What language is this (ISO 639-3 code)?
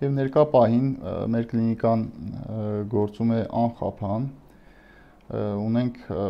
hye